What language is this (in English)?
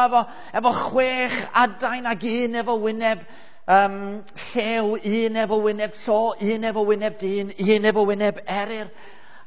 Welsh